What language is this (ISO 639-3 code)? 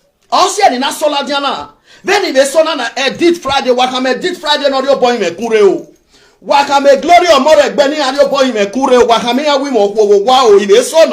pcm